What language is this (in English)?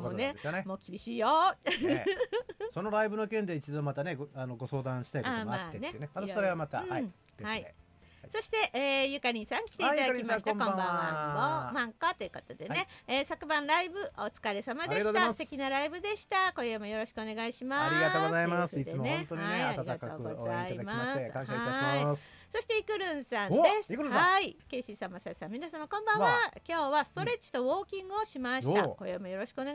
Japanese